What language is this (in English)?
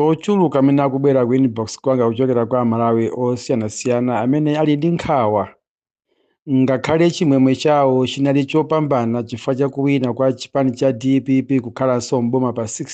Nyanja